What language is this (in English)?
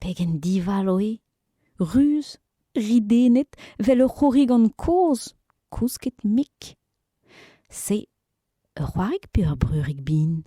Breton